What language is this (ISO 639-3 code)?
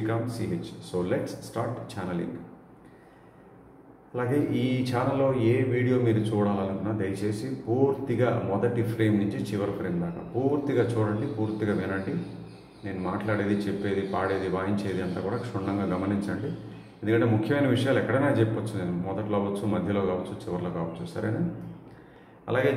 tel